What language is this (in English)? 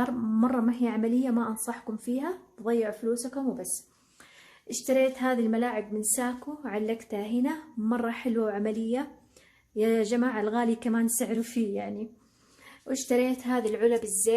Hijazi Arabic